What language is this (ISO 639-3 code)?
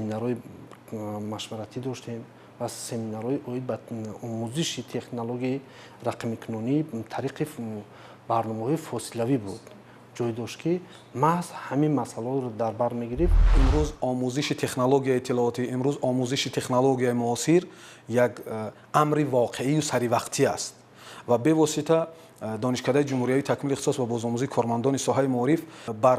tgk